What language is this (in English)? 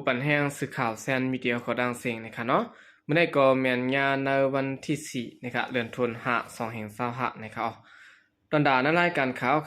Shan